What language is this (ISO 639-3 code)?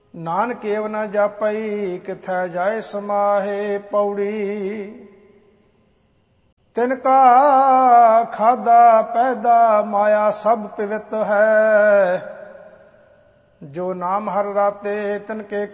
pan